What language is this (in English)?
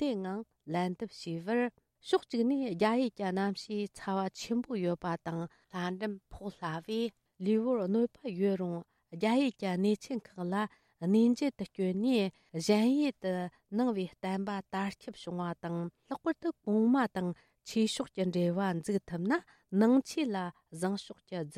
Tibetan